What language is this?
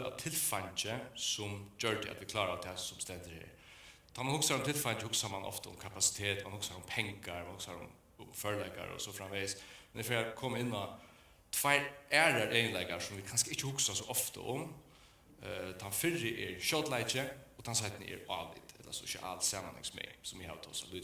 Faroese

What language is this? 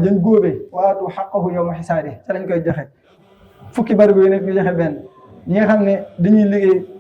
Wolof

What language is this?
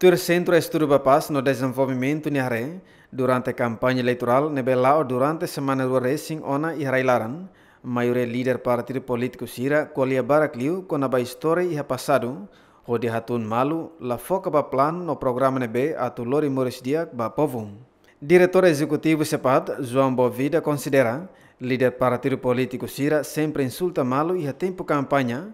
Tetum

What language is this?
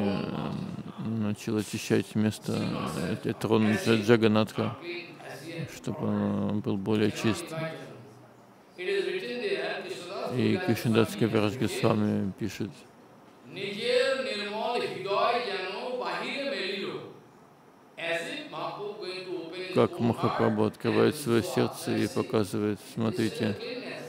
Russian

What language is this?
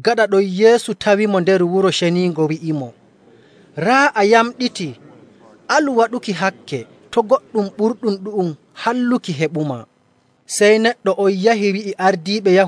Nigerian Fulfulde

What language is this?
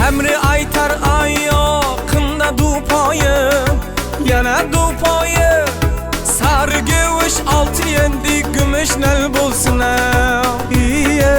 Kara-Kalpak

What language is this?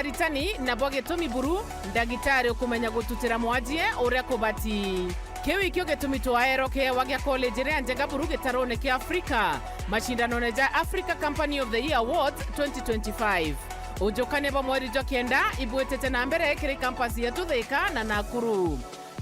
Meru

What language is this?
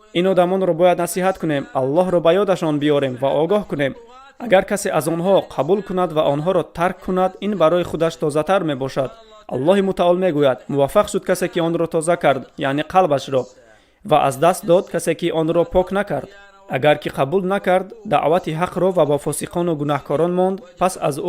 Tajik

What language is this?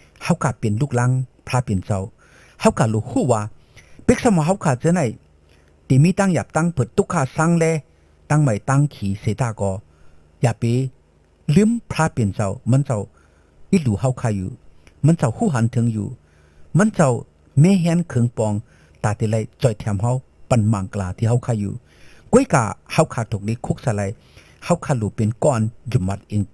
Shan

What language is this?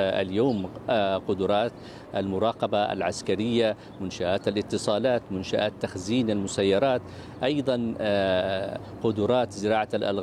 Arabic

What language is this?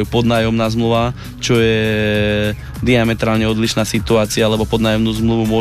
Slovak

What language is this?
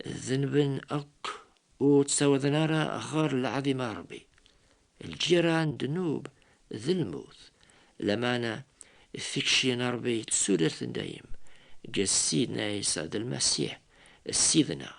Kabyle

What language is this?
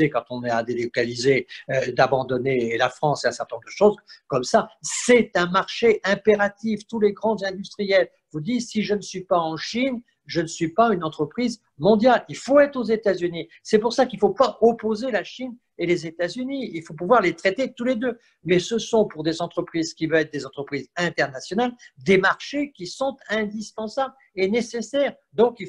French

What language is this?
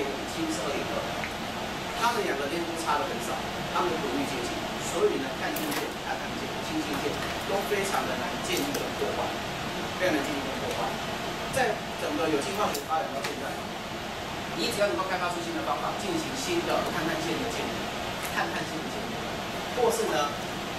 Chinese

